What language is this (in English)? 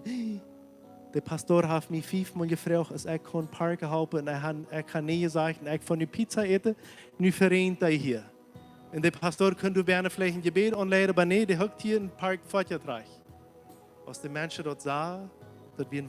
Plautdietsch